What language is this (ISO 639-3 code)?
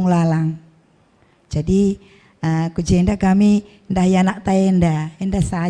btx